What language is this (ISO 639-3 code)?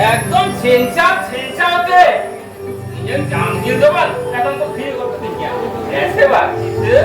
sat